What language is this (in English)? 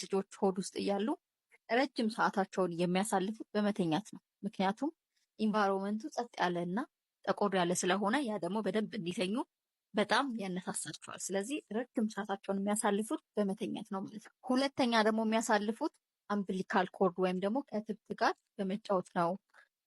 Amharic